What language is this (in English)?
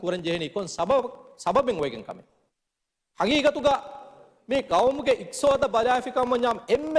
Divehi